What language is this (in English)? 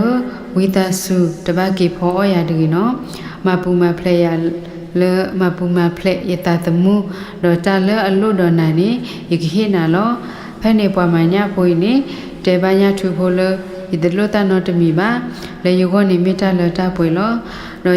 S'gaw Karen